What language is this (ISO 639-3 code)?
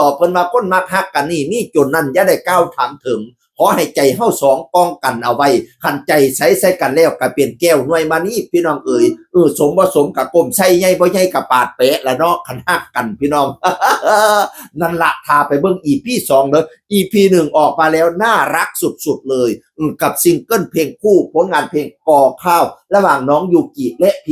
tts